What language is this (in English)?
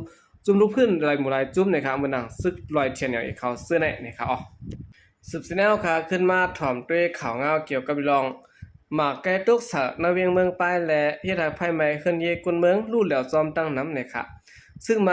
Shan